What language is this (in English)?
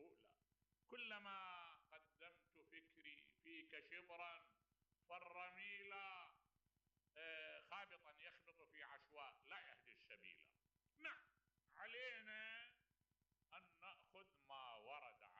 Mesopotamian Arabic